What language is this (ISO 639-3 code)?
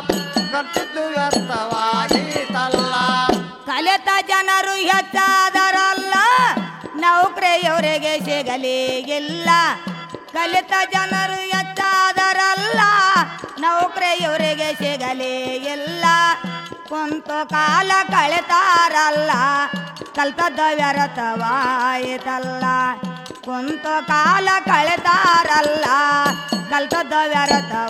kan